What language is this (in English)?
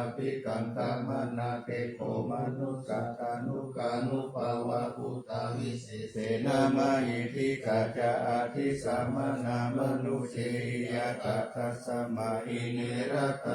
Pali